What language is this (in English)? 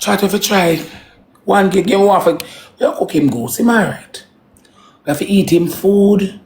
Jamaican Creole English